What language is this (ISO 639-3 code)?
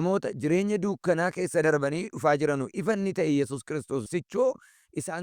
orm